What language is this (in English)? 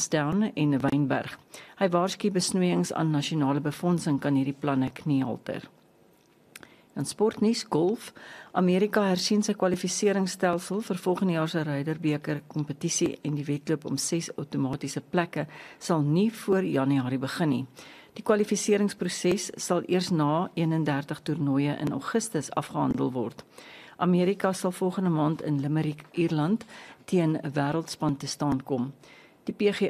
Afrikaans